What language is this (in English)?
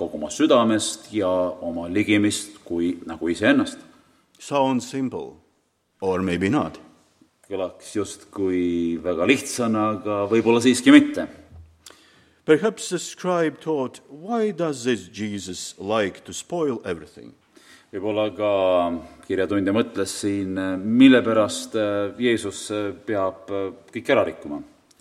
Estonian